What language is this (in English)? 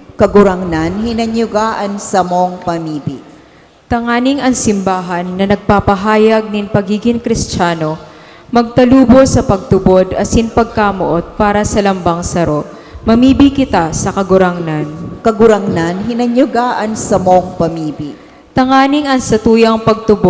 Bikol